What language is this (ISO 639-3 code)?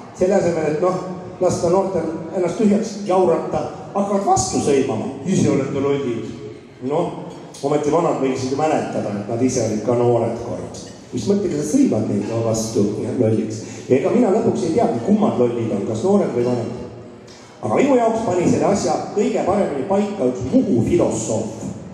est